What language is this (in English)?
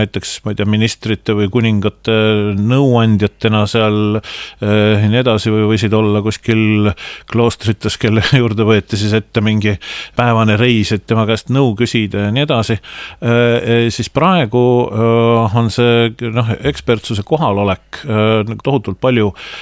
Estonian